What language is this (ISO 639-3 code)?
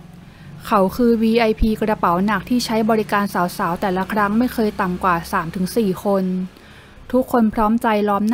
tha